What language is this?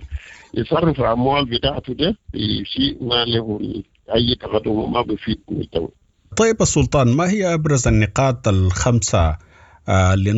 Sudanese Arabic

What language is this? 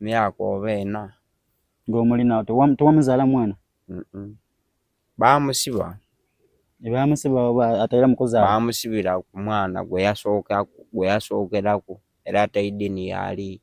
Soga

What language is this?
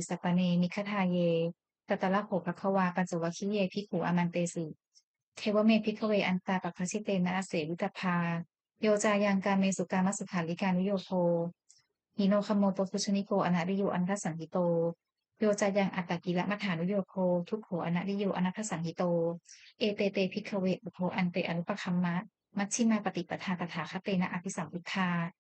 Pali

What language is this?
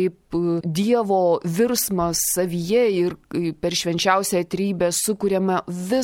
Lithuanian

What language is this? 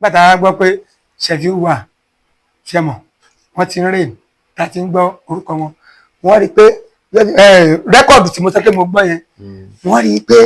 Yoruba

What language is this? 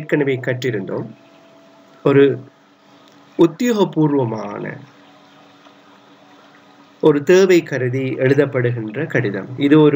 Tamil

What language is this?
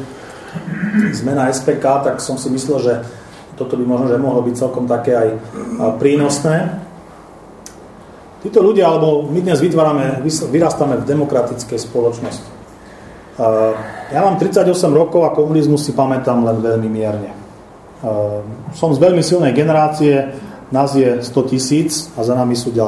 Slovak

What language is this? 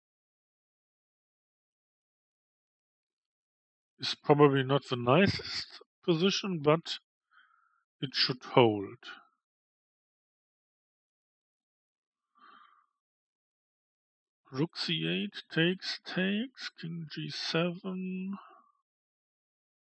English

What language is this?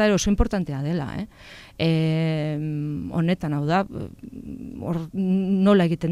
Basque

